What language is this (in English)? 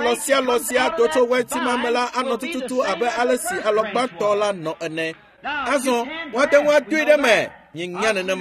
Ewe